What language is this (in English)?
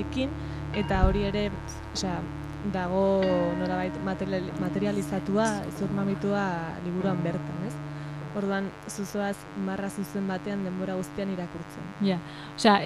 Basque